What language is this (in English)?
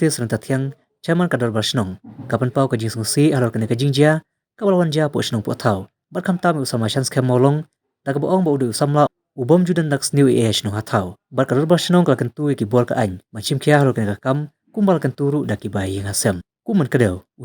Khasi